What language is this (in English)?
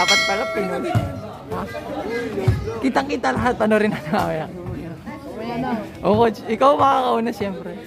Filipino